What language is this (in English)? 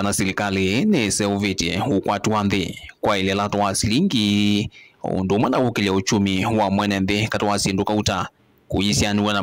Kamba